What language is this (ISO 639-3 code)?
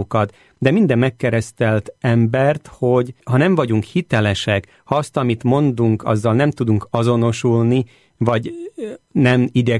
hun